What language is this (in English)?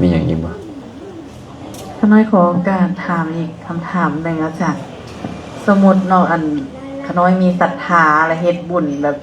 Lao